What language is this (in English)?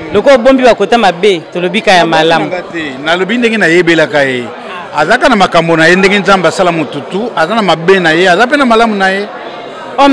Lingala